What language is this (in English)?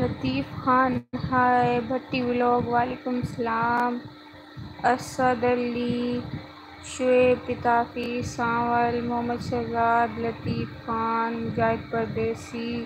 Saraiki